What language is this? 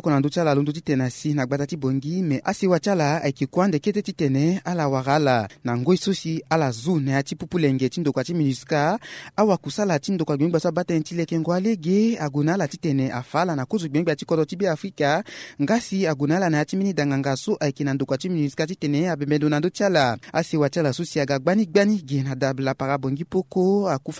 Sango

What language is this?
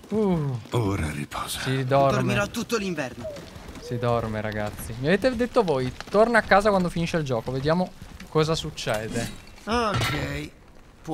Italian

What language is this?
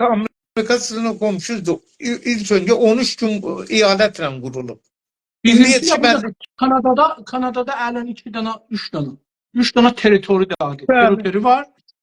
South Azerbaijani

